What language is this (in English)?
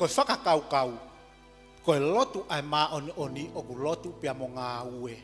Tongan